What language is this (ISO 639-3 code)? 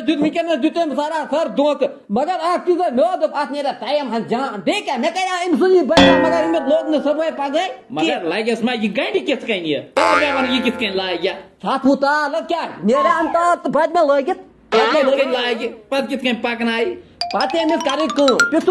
kas